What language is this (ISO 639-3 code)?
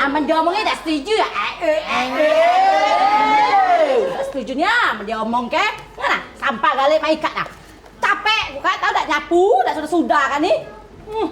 mui